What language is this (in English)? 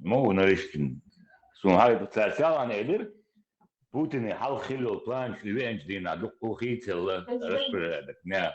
Chechen